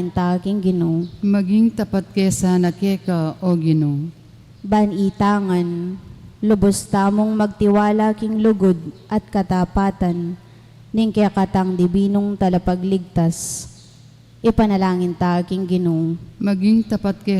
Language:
Pampanga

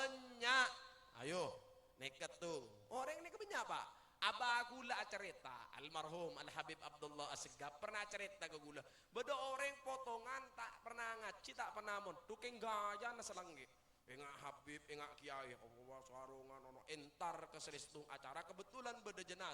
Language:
Madurese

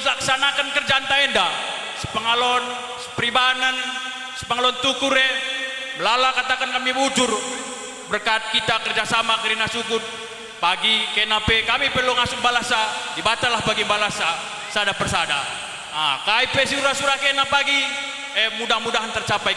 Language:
Batak Karo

